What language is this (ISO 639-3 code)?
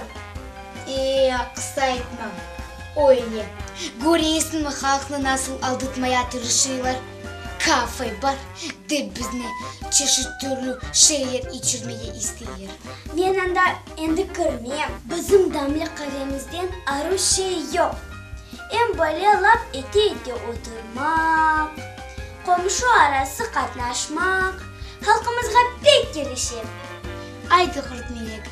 crh